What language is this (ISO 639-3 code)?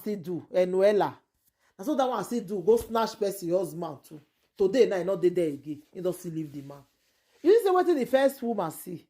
pcm